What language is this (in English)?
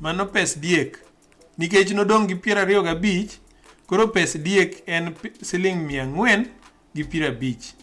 Luo (Kenya and Tanzania)